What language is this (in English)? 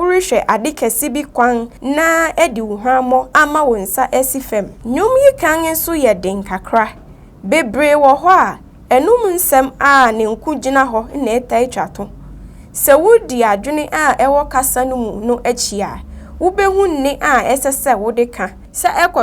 Akan